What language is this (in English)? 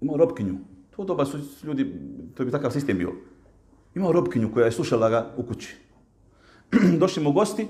Bosnian